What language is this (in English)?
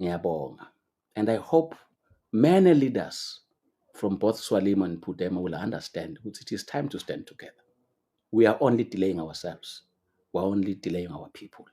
Swati